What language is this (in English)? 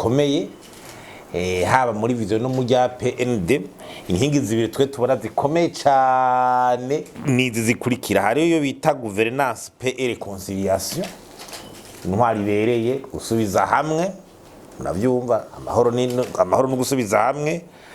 Rundi